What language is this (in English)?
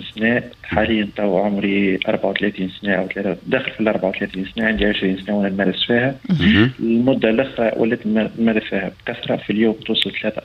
Tunisian Arabic